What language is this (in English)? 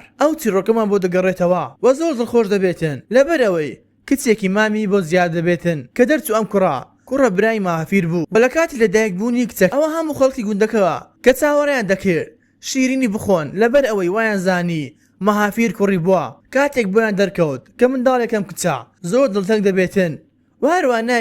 Central Kurdish